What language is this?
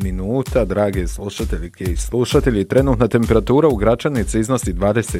Bosnian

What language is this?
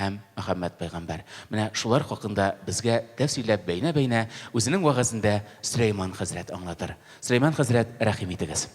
Tatar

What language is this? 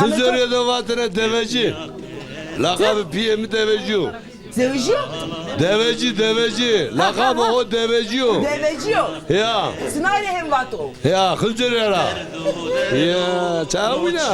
Zaza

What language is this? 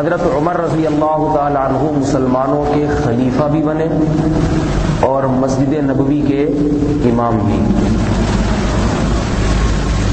Urdu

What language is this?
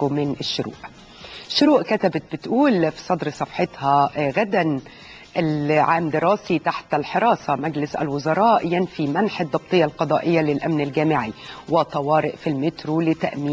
Egyptian Arabic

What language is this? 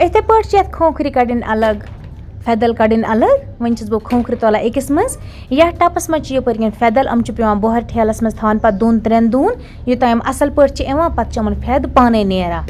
Kashmiri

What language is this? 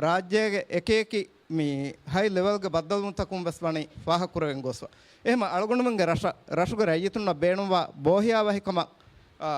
Divehi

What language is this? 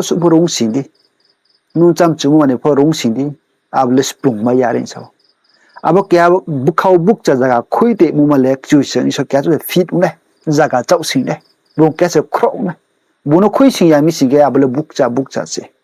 Riang (India)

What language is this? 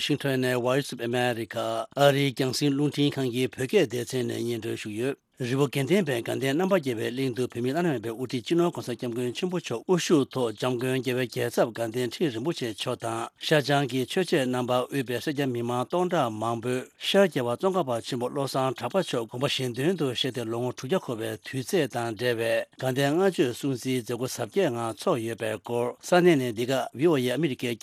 Tibetan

